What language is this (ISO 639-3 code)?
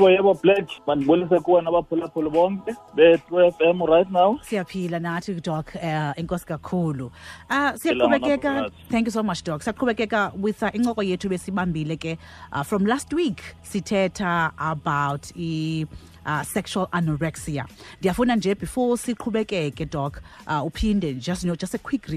xho